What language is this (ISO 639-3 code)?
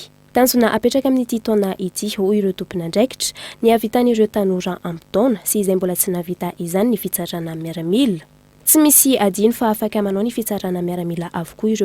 mlg